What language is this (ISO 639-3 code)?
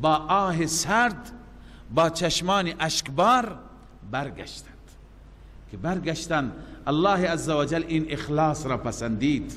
fas